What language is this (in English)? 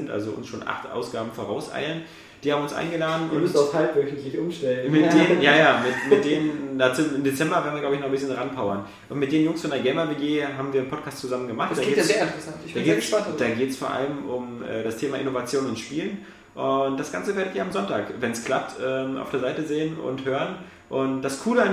German